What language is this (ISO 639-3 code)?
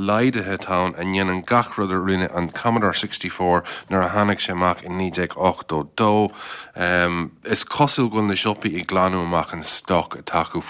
gle